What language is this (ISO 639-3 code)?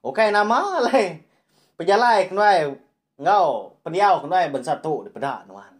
iba